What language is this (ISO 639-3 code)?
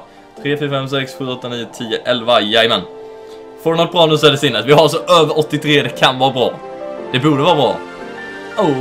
swe